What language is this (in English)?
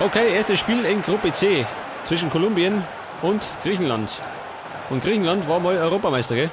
Bavarian